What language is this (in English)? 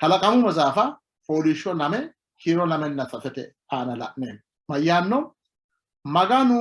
Sidamo